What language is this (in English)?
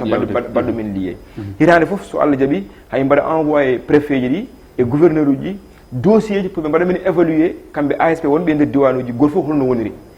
Fula